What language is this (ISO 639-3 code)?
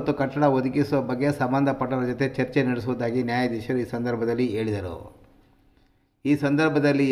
kan